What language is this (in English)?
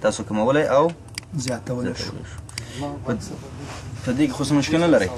Pashto